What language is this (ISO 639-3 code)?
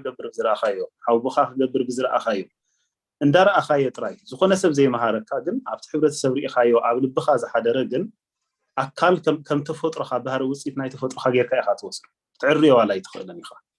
tir